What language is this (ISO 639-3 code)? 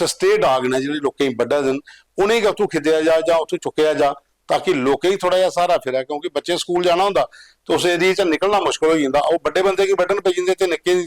doi